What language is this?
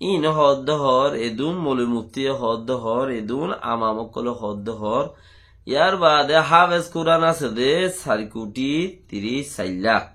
Rohingya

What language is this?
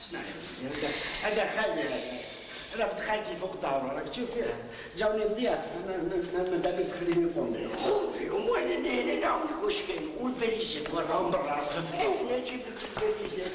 Algerian Arabic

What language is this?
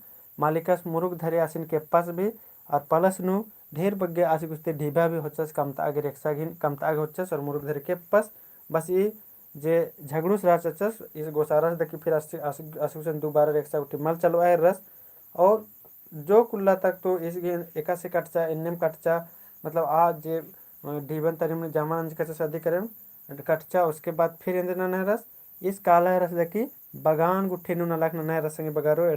Kurukh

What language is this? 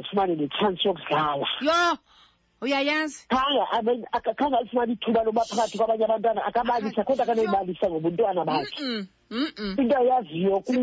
Xhosa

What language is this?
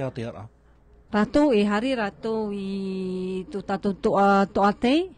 Tahitian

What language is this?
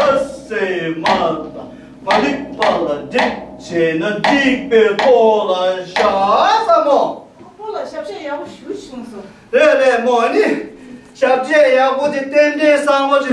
Tibetan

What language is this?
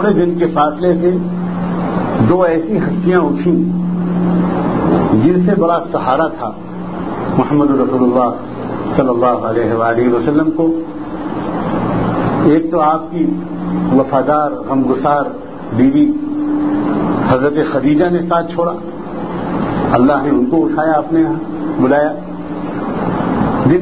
Urdu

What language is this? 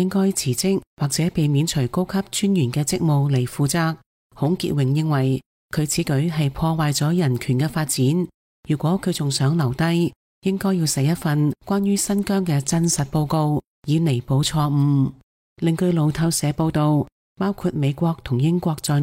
Cantonese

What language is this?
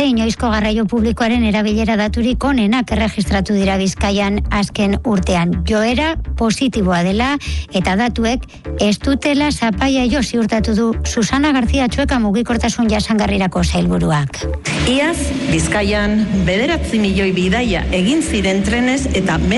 Basque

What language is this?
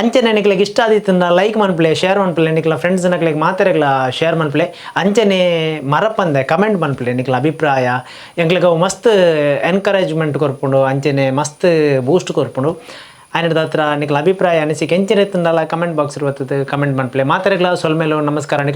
Tulu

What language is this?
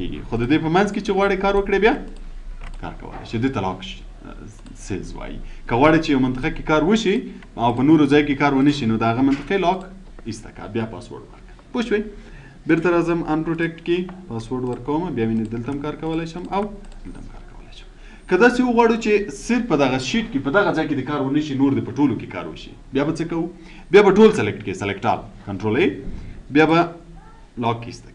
Pashto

